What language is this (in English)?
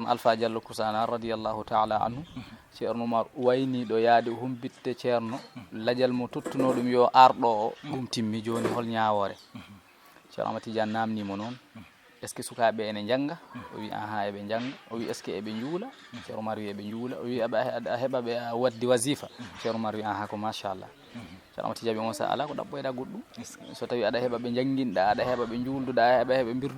Fula